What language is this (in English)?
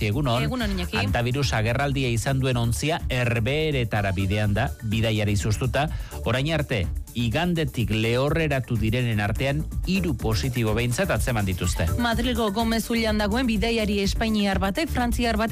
Basque